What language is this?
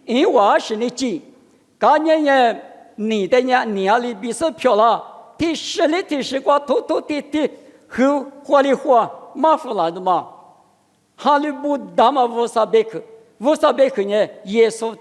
Lisu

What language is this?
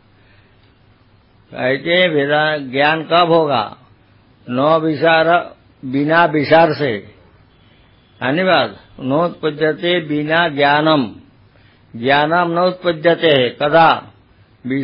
Hindi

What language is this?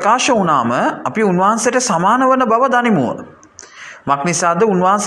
Sinhala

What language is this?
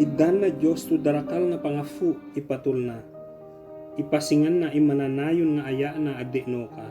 Ibanag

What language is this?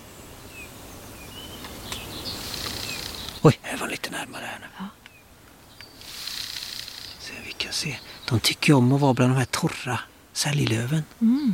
Swedish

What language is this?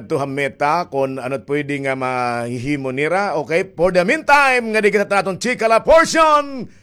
Waray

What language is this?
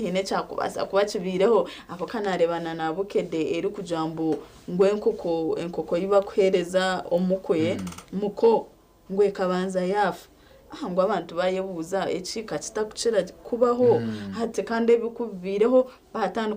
Nyankole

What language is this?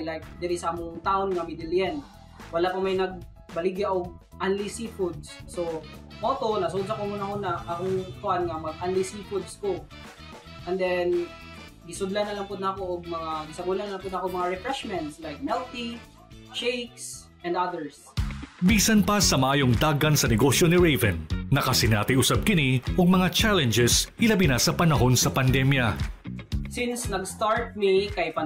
Cebuano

